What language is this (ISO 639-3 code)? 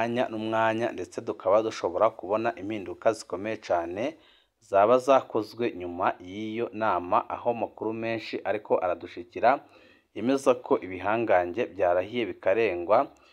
run